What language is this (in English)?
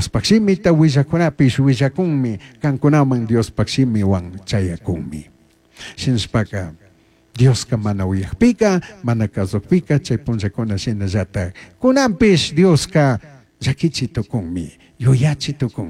Chimborazo Highland Quichua